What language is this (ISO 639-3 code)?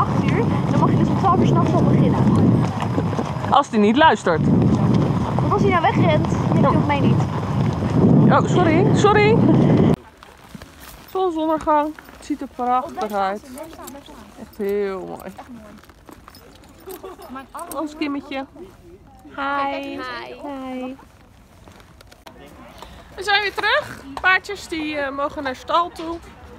nld